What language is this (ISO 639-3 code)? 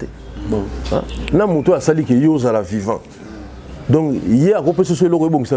lin